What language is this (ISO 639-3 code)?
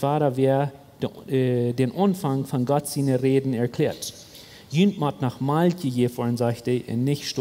pdt